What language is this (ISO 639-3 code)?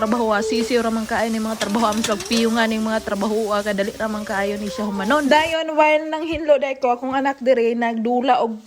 ceb